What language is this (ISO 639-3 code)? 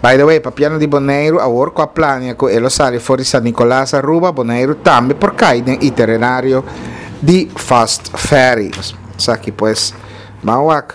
pap